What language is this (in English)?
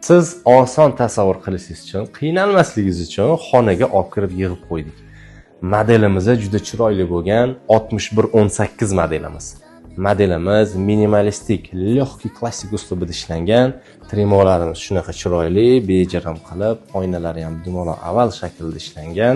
Uzbek